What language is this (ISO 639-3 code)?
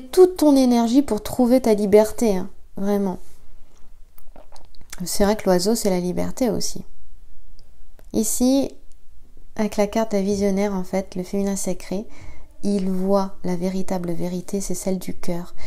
fra